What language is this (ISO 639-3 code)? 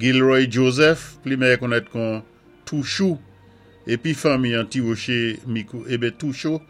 acf